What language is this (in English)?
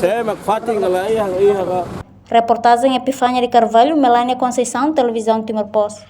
Tetum